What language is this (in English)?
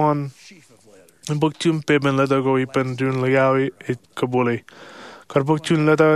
Marshallese